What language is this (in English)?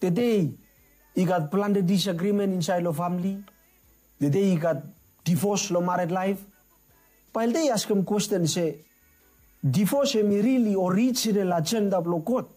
Bislama